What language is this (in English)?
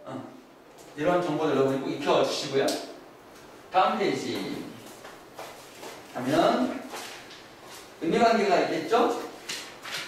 Korean